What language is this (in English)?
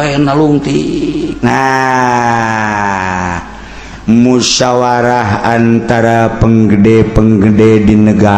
Sundanese